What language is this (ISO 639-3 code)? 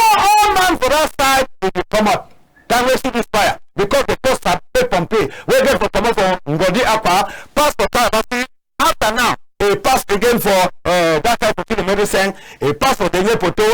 wes